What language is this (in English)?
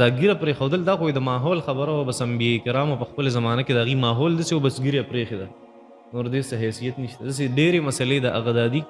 Pashto